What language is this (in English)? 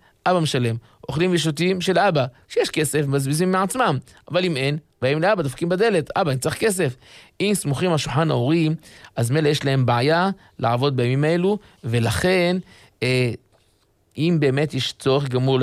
Hebrew